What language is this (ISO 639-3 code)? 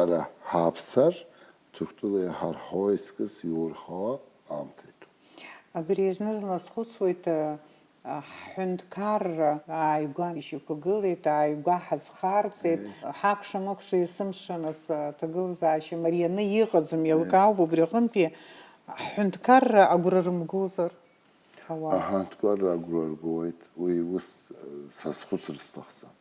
abk